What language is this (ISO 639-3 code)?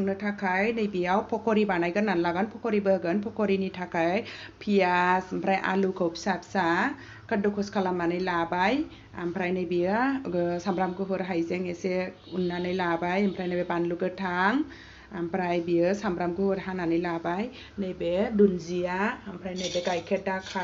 brx